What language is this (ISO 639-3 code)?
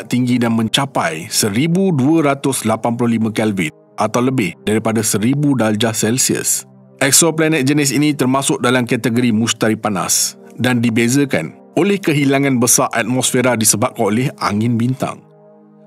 msa